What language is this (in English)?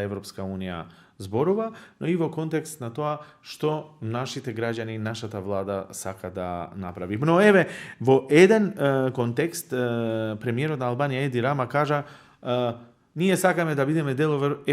Macedonian